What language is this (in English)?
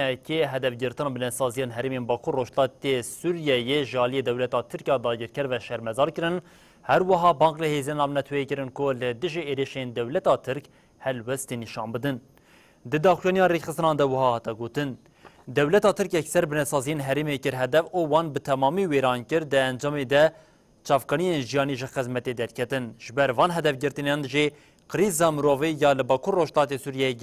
Kurdish